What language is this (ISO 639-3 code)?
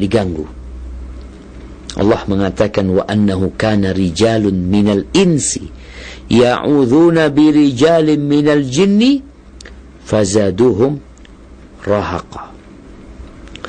ind